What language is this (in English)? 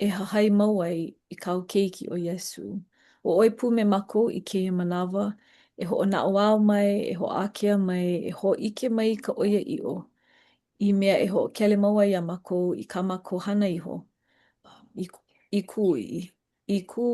Hawaiian